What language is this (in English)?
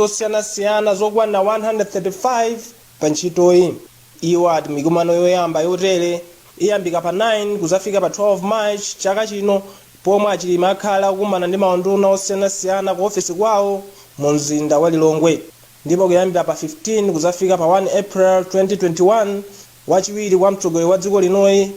Nyanja